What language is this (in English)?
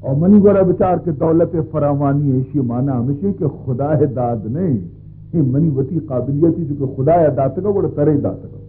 Baluchi